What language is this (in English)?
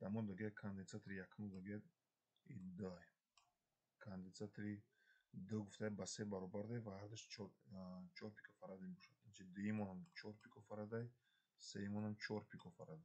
Tajik